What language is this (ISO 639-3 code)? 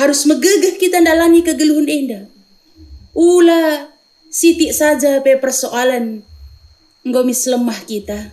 btx